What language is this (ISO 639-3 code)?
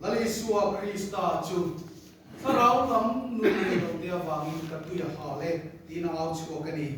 lus